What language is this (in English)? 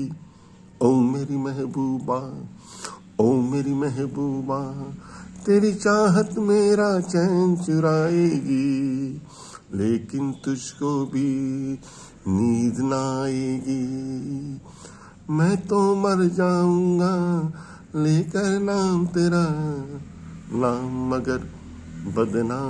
Hindi